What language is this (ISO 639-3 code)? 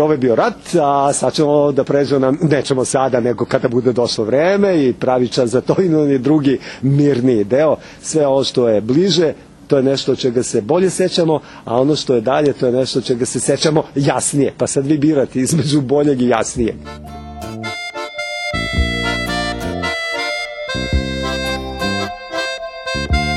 srp